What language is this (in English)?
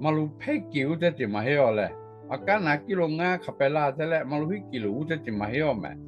Lahu